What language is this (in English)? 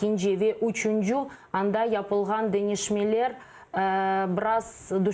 Crimean Tatar